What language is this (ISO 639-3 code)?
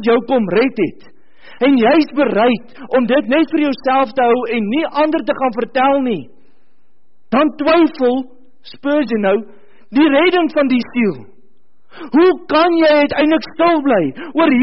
afr